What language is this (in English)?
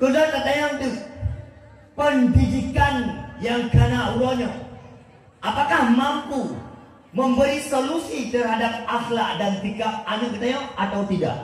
Achinese